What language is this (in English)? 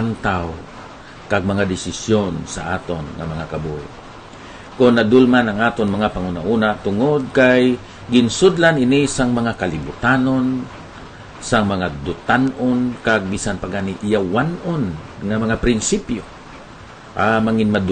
Hiligaynon